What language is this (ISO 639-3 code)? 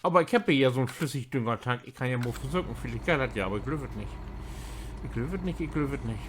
nds